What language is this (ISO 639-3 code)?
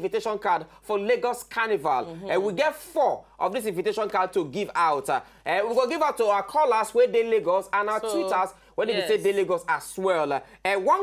pcm